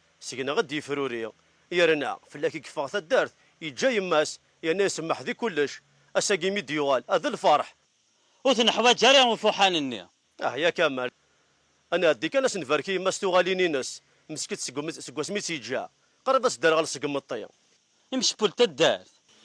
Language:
Kabyle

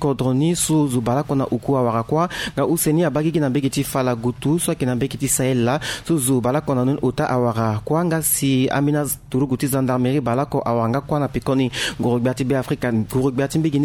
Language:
Sango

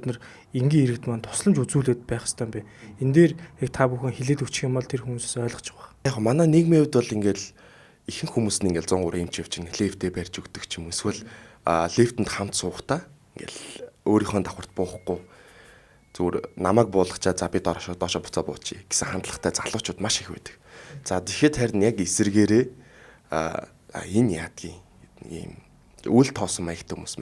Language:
Mongolian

